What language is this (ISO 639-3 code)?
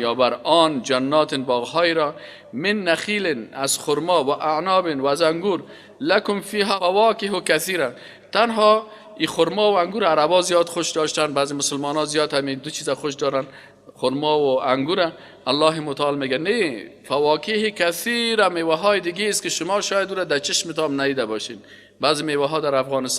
fas